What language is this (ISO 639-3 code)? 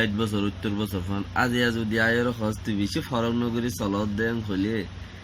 rhg